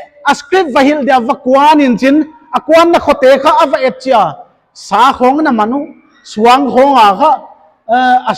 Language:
Paite Chin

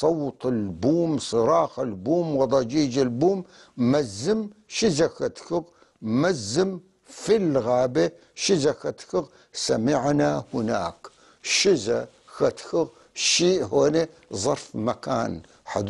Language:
North Levantine Arabic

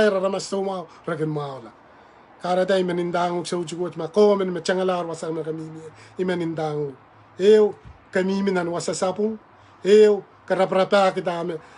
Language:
Pohnpeian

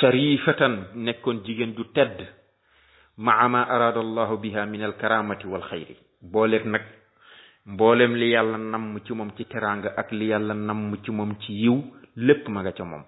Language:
Wolof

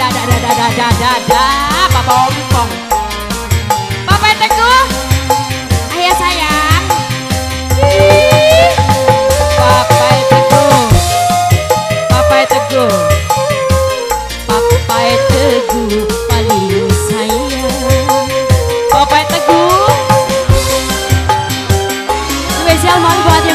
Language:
Indonesian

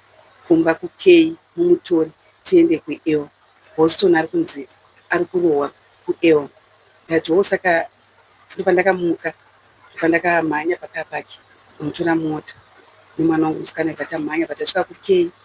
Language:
Shona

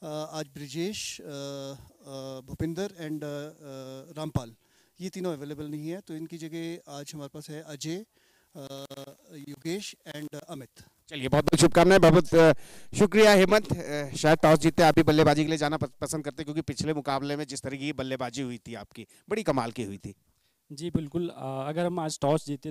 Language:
Hindi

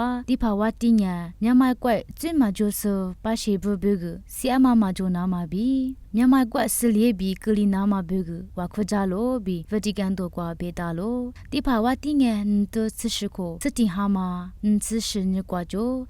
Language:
Lisu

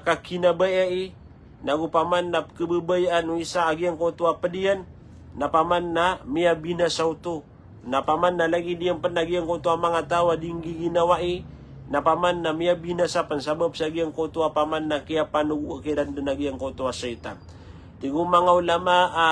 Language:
Maranao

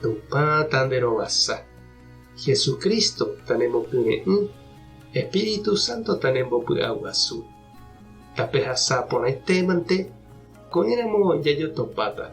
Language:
Guarani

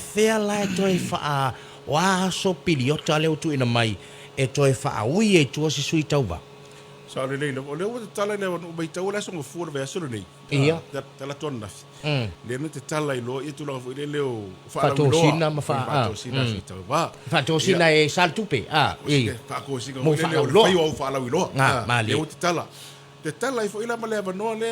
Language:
Samoan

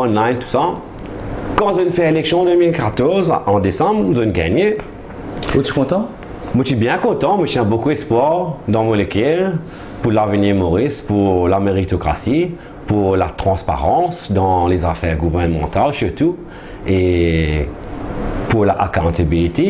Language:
Morisyen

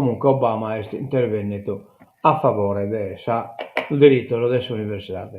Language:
Sardinian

